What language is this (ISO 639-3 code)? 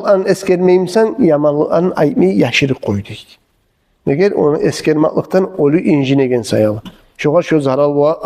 kum